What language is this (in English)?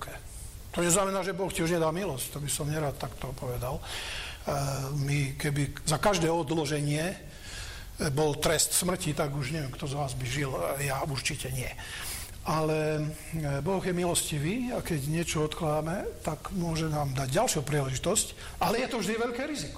Slovak